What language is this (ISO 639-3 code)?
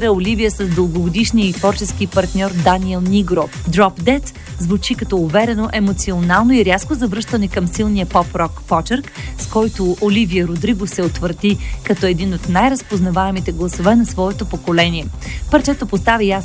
bul